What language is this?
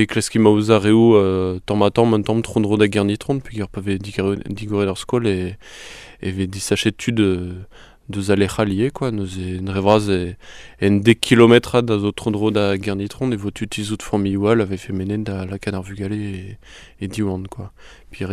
Breton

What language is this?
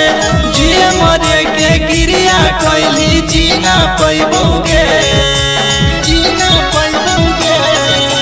Bhojpuri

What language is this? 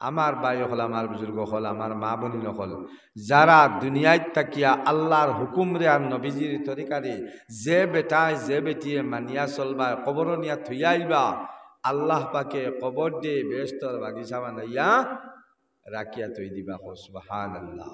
Sylheti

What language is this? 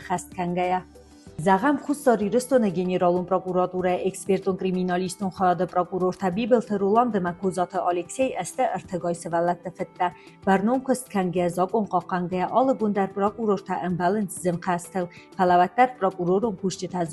Ossetic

